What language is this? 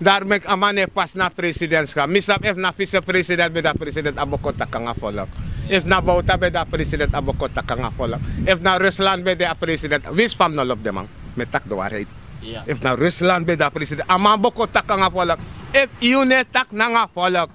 Sranan Tongo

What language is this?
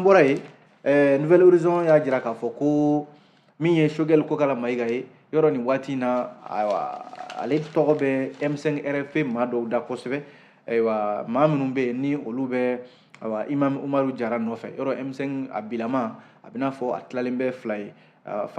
Bambara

